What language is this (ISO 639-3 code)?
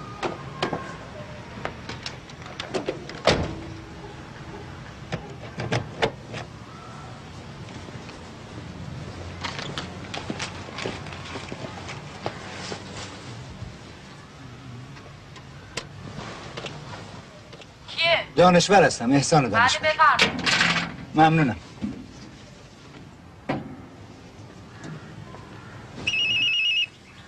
fas